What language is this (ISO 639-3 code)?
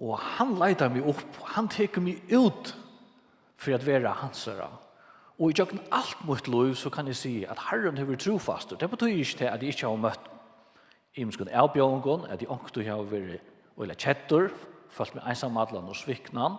fao